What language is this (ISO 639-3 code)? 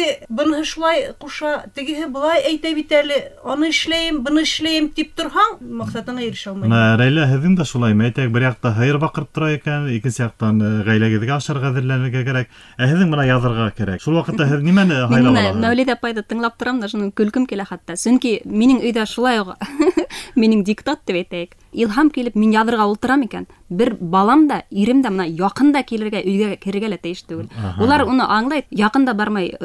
bak